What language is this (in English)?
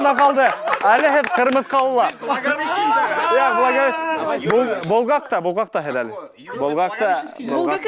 Bashkir